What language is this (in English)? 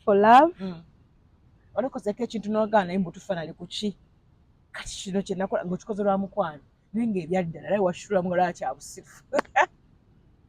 Ganda